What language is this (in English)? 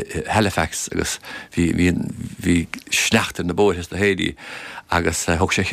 Irish